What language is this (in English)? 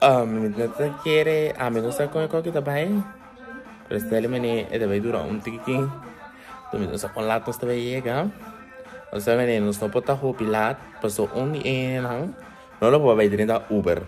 Papiamento